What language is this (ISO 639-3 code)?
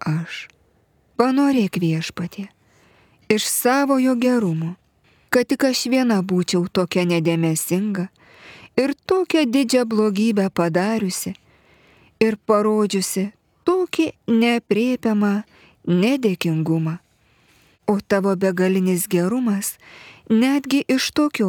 lit